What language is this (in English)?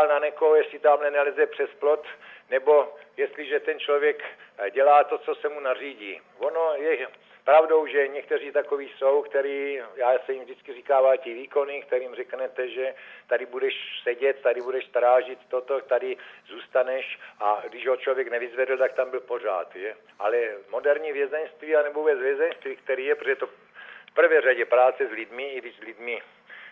Czech